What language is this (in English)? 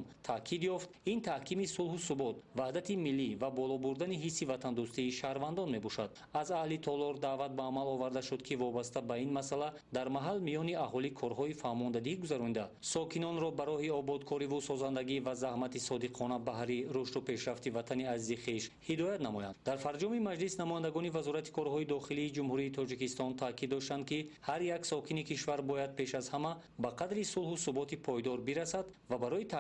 Tajik